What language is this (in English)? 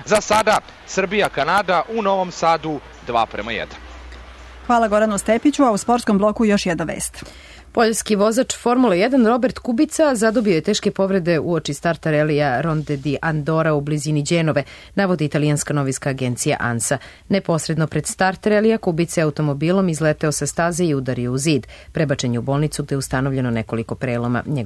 Serbian